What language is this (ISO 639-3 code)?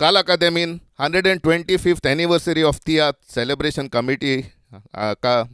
kok